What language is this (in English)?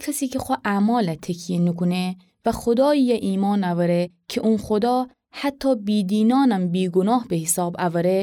Gilaki